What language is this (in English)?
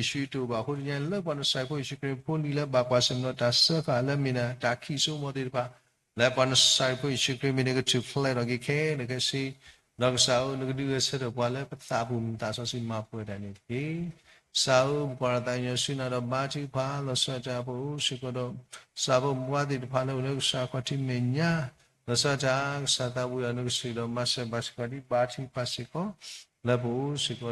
S'gaw Karen